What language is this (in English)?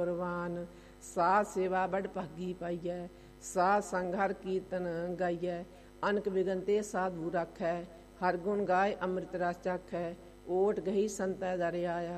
Punjabi